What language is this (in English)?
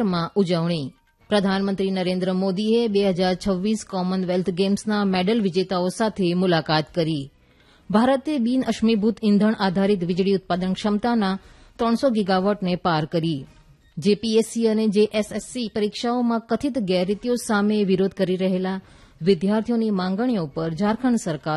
Gujarati